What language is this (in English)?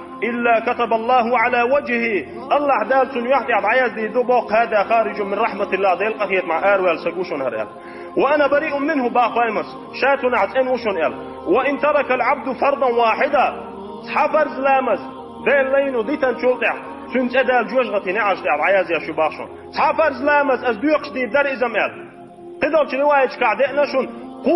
Chechen